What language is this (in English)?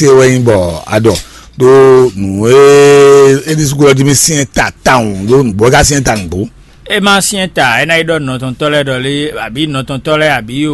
Fon